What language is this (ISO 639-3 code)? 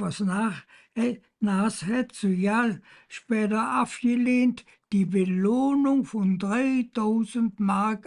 ksh